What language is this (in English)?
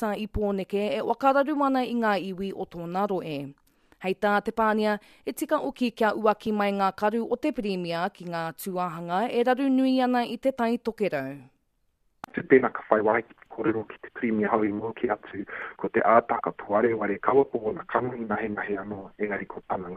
Māori